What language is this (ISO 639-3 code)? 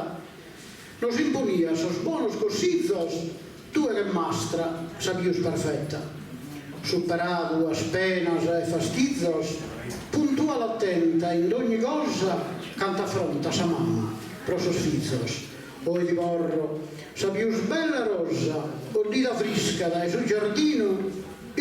srd